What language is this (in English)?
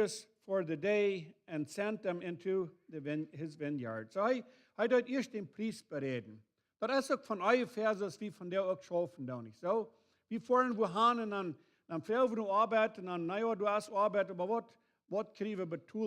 Plautdietsch